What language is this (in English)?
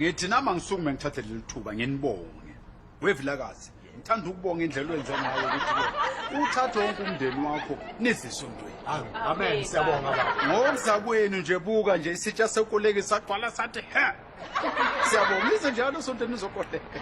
Zulu